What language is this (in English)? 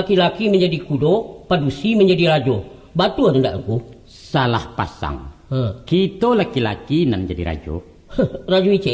Minangkabau